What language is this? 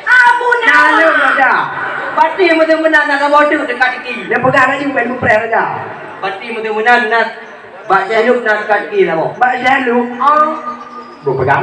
Achinese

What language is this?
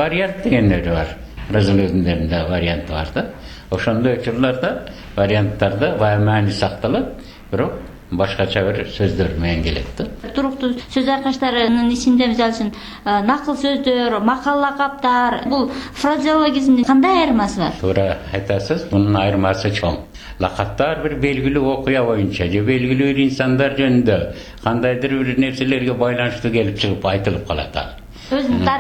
Kyrgyz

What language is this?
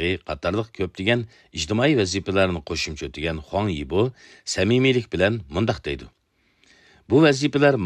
Uyghur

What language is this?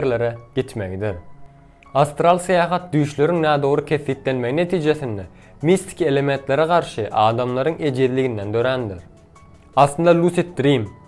Turkmen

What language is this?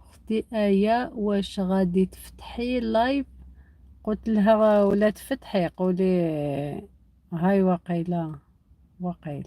Algerian Arabic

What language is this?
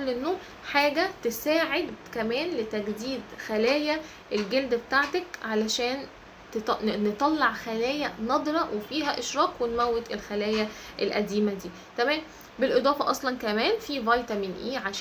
Egyptian Arabic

